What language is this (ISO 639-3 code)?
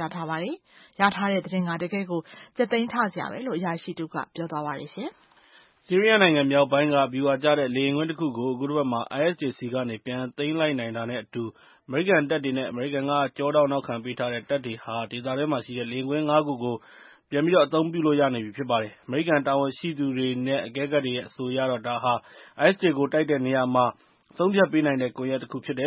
mya